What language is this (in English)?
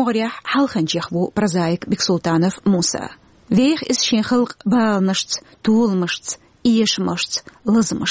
Chechen